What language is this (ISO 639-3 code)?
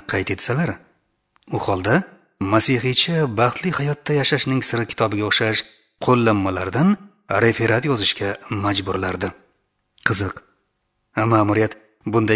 uzb